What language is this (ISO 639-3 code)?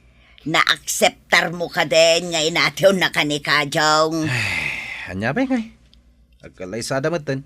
ilo